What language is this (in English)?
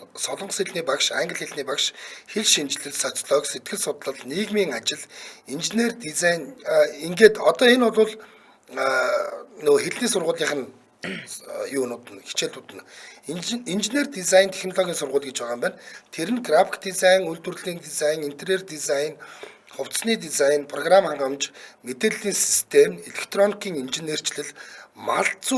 Mongolian